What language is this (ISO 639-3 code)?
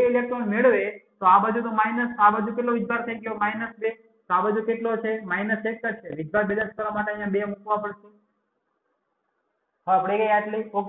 guj